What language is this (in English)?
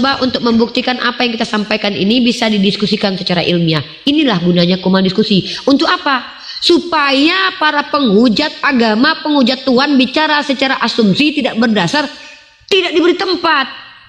Indonesian